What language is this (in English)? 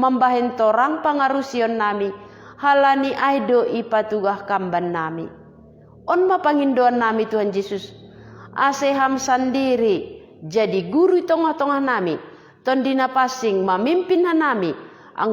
Batak Simalungun